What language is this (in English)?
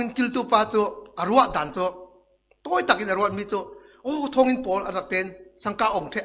Falam Chin